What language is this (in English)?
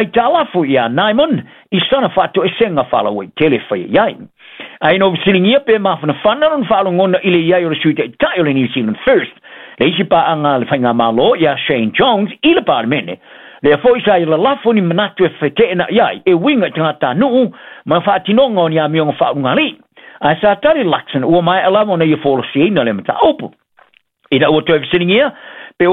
Samoan